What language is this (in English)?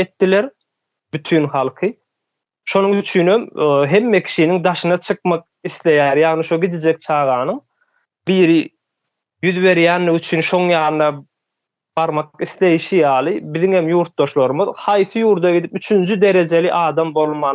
Turkmen